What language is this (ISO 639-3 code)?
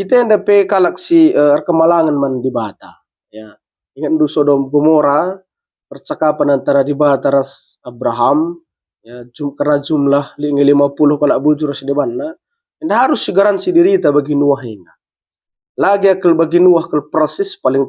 btx